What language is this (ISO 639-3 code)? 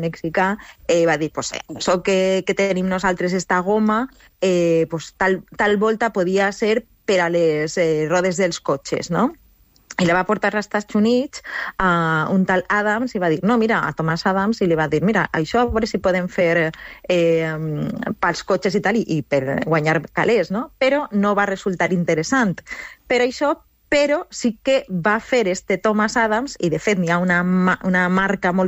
cat